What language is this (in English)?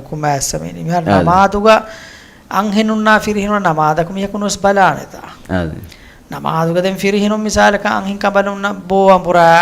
Divehi